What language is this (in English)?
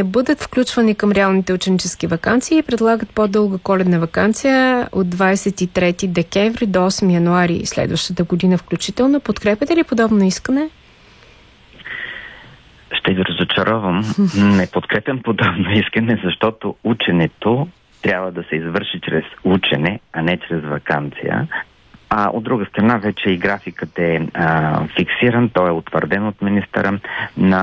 Bulgarian